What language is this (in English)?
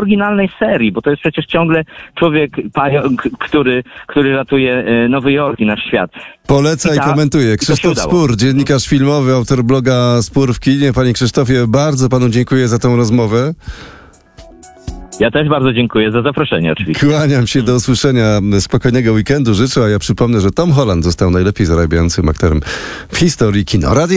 Polish